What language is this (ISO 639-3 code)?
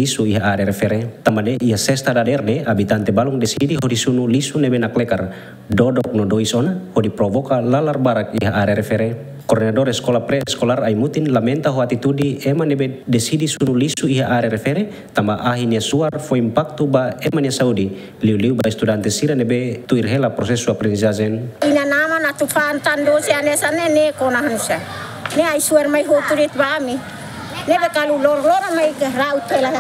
tet